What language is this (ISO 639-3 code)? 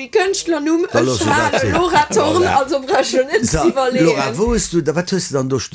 ltz